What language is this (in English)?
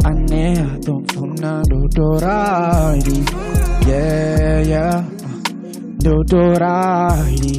Venda